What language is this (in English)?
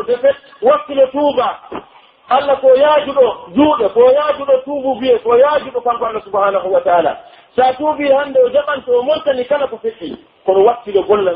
Pular